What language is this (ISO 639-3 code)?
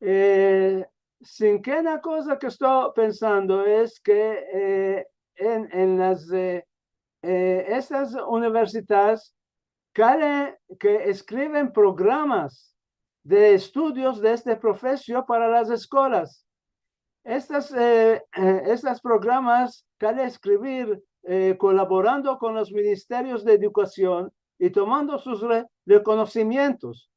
lad